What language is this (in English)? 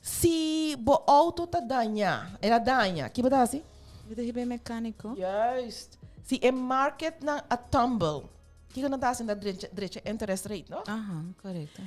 Papiamento